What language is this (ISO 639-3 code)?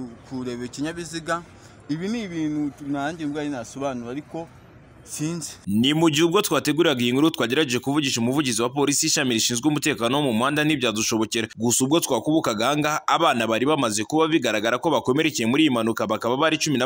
kin